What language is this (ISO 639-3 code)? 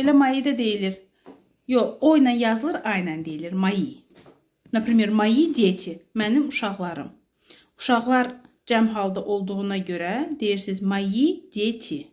aze